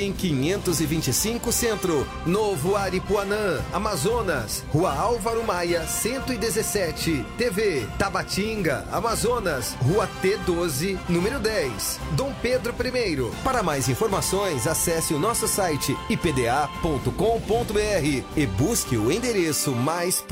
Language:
Portuguese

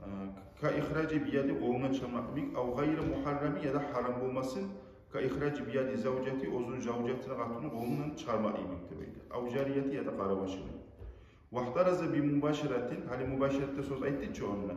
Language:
Kumyk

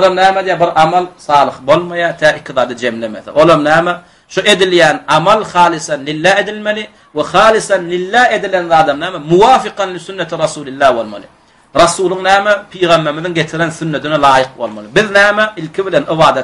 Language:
Turkmen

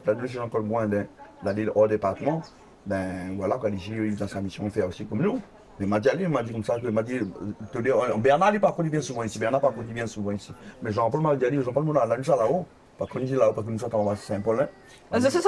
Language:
Réunion Creole French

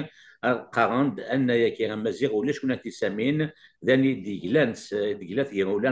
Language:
Kabyle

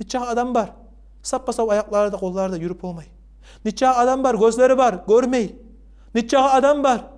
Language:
Kumyk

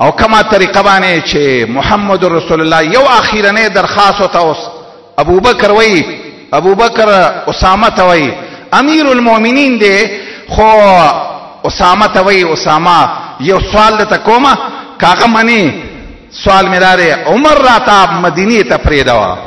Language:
Pashto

